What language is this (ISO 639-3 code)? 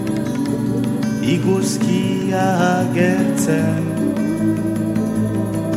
eus